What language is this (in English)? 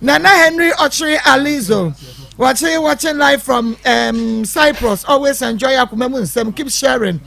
Akan